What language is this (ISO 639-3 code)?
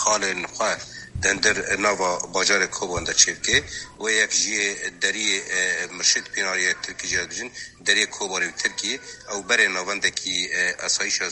kur